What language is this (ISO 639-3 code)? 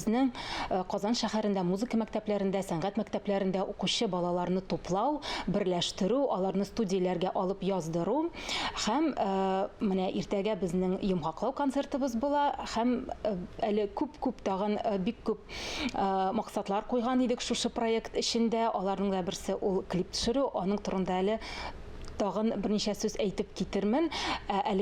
tat